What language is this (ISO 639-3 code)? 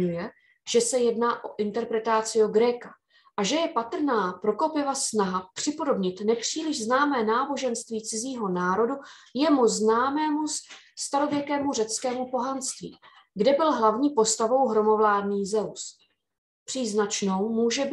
ces